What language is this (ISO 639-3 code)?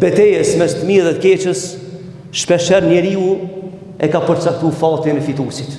sqi